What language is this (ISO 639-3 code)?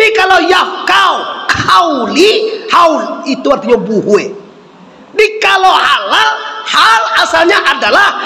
min